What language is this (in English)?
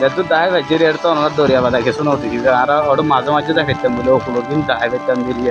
Rohingya